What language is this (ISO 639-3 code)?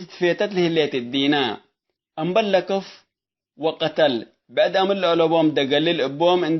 tig